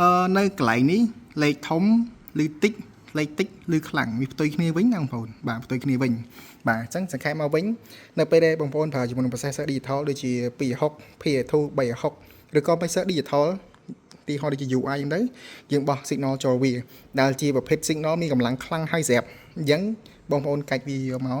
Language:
Khmer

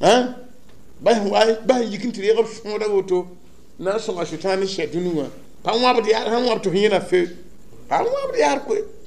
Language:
Mossi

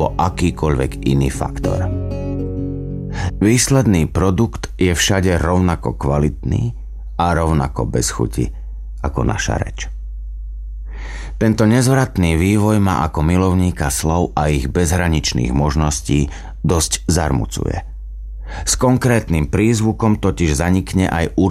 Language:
Slovak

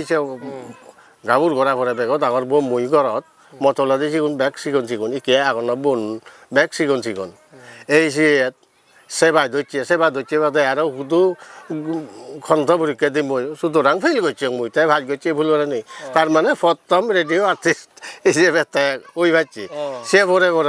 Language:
Chakma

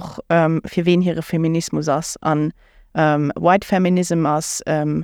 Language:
Luxembourgish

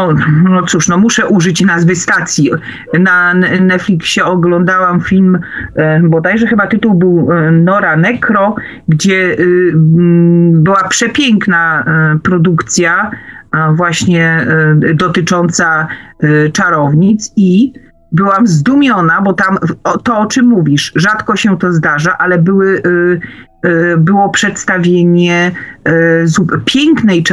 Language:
Polish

